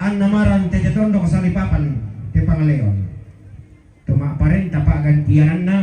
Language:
Toraja-Sa'dan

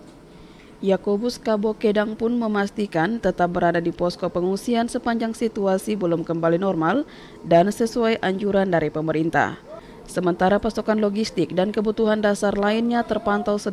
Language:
Indonesian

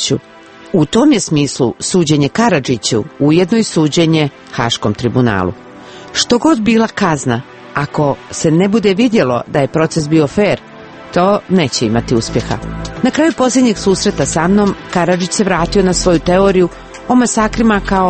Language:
Croatian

